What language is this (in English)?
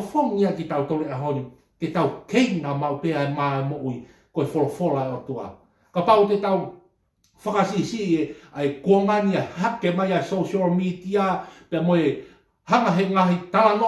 Tongan